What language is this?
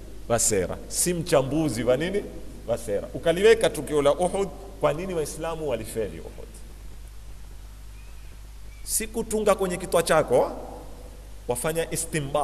Swahili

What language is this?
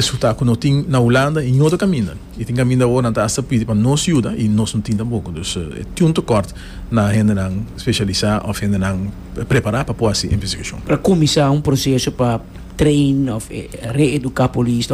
Papiamento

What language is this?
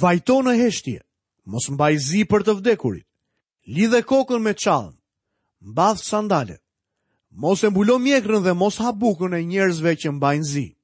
Albanian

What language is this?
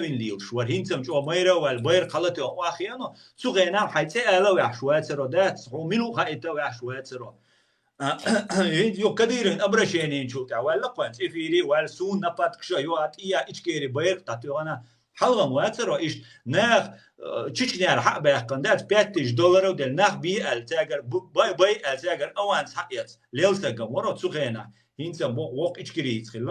Chechen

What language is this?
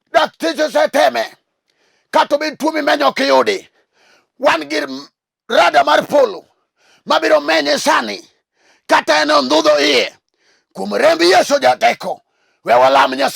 Luo (Kenya and Tanzania)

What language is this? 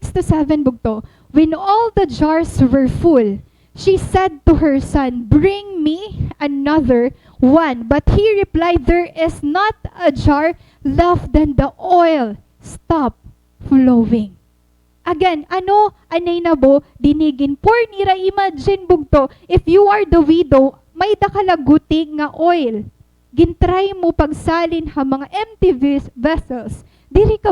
Waray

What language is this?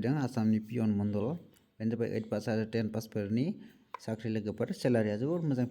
Bodo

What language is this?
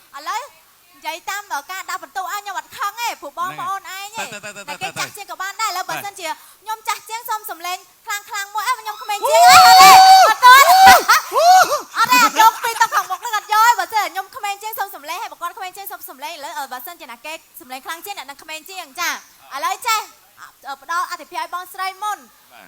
Khmer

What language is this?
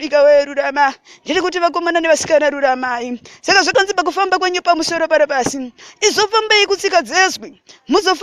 Shona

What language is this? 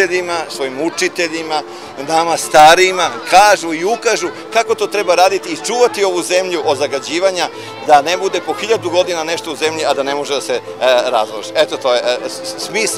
Serbian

